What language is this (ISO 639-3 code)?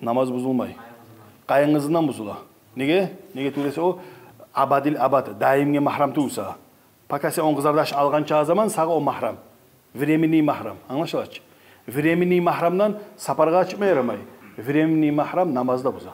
kum